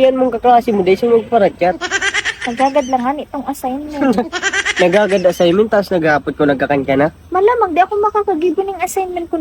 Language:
Bikol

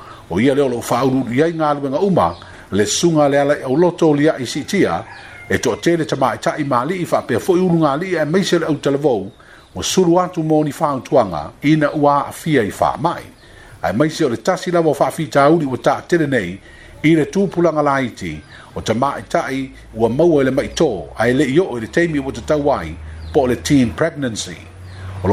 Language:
Samoan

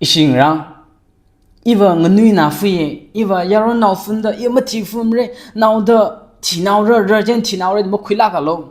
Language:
Tangkhul Naga (India)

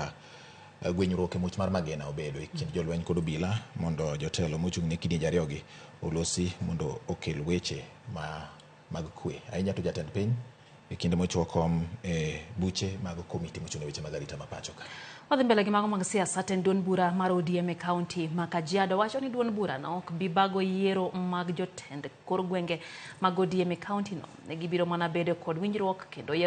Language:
Luo (Kenya and Tanzania)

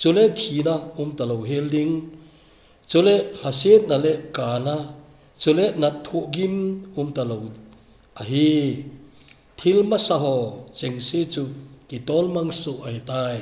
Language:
Thado Chin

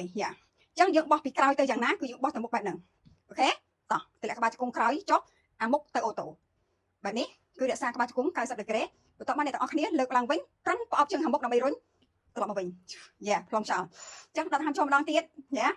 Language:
Khmer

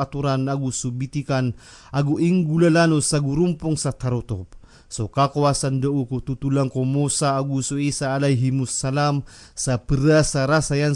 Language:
Maranao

